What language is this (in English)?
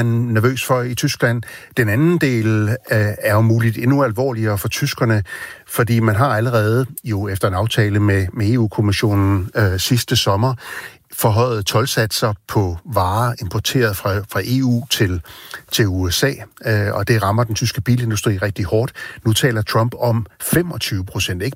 Danish